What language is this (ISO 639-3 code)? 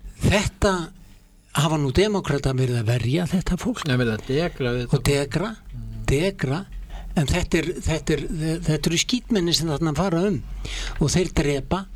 isl